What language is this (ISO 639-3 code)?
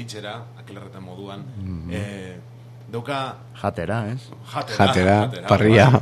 eus